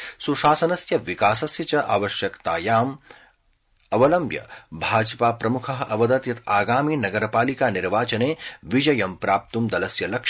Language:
Sanskrit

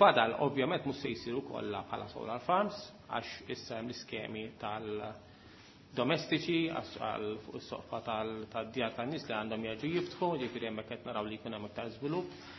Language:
Maltese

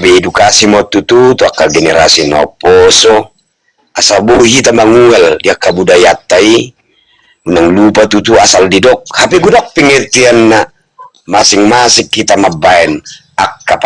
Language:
Batak Toba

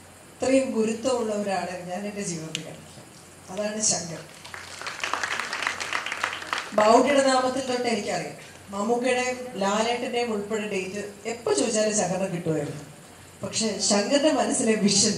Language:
Malayalam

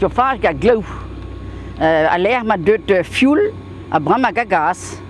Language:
Breton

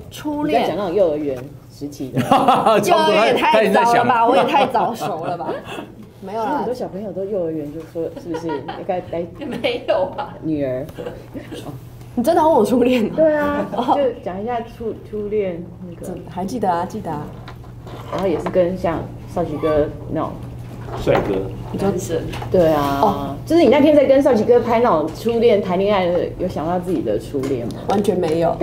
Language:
Chinese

